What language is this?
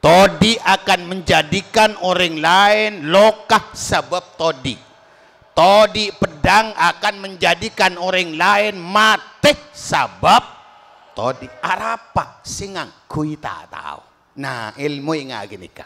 Madurese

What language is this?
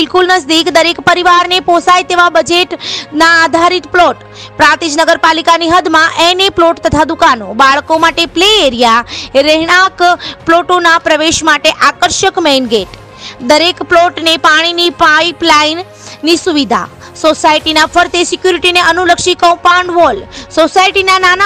Gujarati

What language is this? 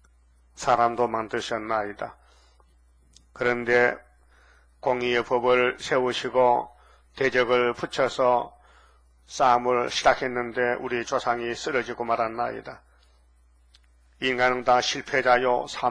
Korean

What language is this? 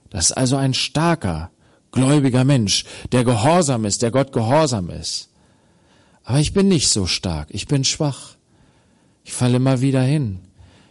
German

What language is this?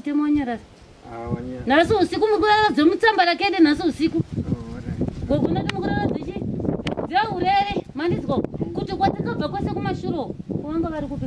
Shona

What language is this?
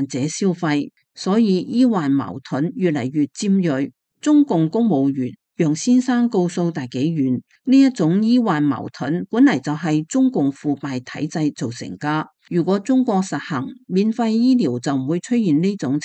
Cantonese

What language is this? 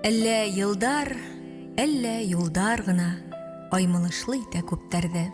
Bashkir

